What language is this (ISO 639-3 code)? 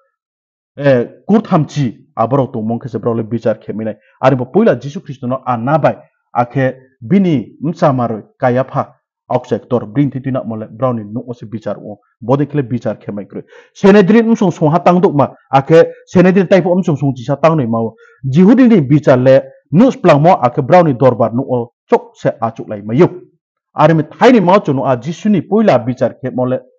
ria